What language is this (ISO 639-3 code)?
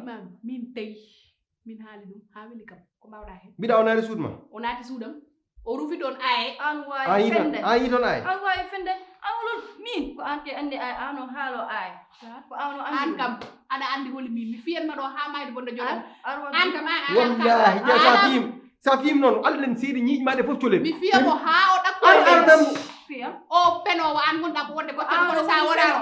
ful